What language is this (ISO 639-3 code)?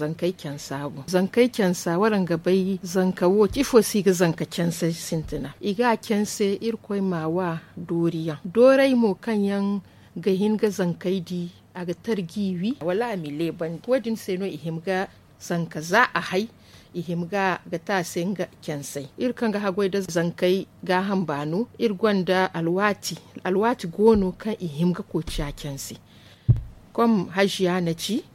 dje